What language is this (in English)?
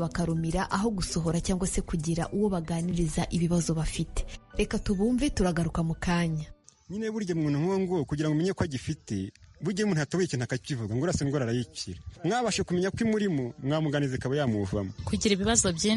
Kinyarwanda